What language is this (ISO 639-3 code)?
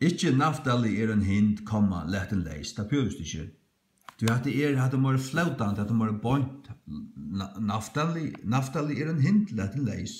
fao